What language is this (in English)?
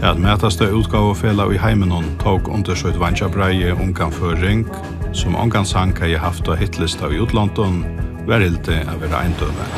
Faroese